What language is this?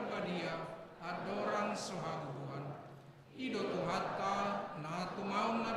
Batak Toba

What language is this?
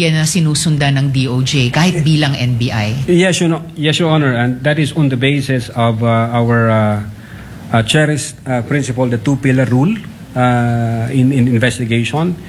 Filipino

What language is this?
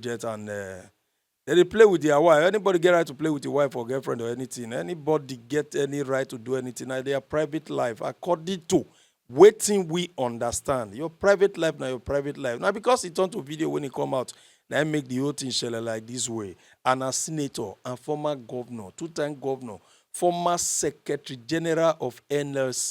Nigerian Pidgin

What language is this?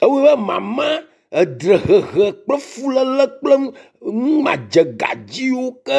Ewe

